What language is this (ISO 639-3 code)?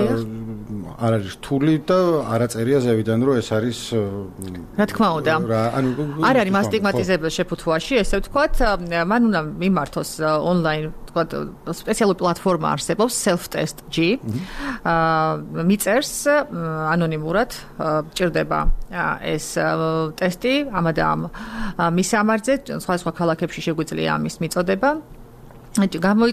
kat